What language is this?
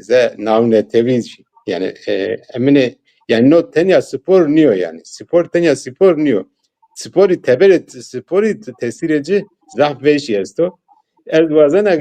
Zaza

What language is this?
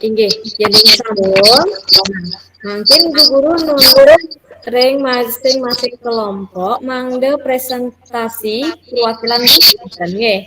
Balinese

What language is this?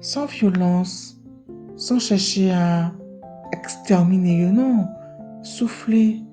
Guadeloupean Creole French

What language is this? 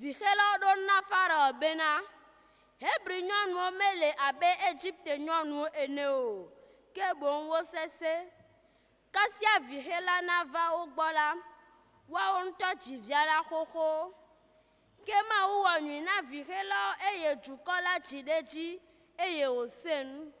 Ewe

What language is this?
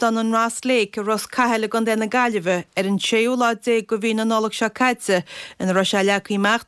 Irish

